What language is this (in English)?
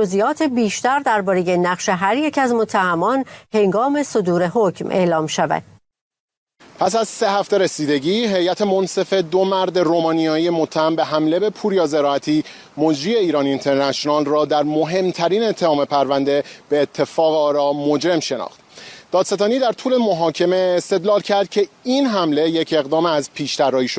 Persian